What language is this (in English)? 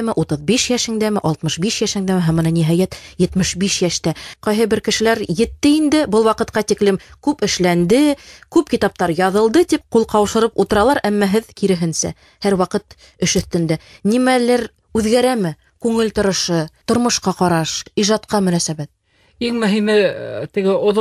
Bashkir